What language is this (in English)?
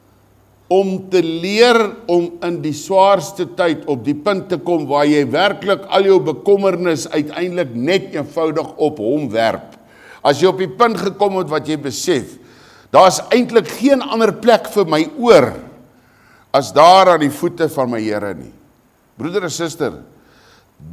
Afrikaans